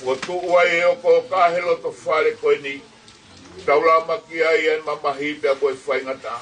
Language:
Tongan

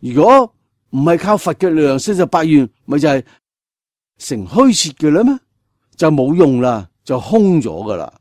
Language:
Cantonese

